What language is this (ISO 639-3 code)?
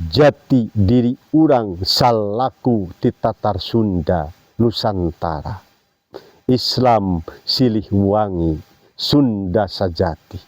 sun